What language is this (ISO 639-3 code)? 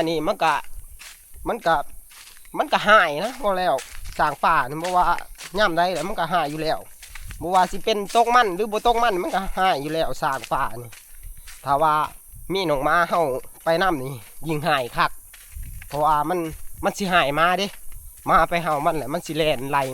tts